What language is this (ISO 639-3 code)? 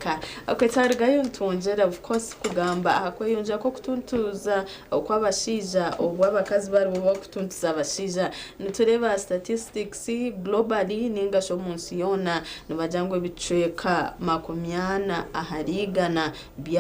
nyn